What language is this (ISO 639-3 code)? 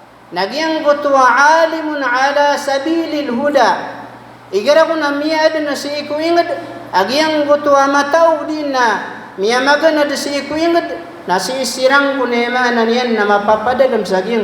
mrw